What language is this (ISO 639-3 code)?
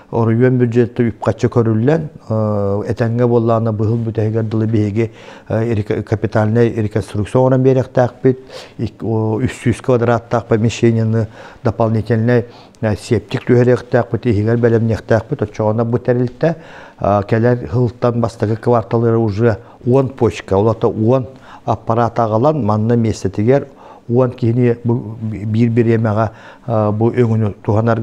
sah